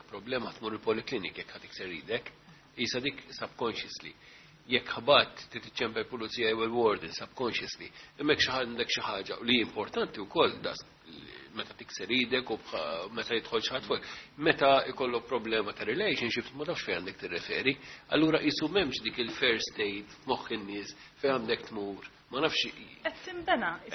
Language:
Maltese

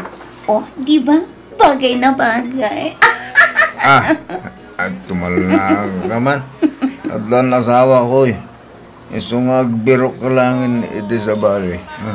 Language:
Iloko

